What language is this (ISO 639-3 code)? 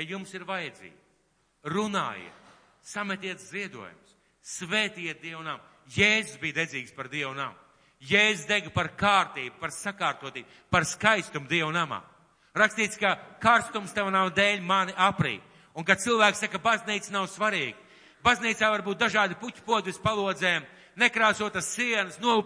lav